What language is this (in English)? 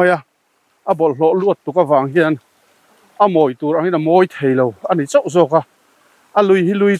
Mizo